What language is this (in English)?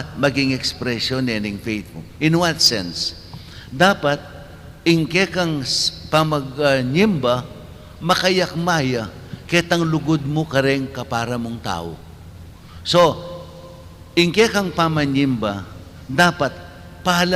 Pampanga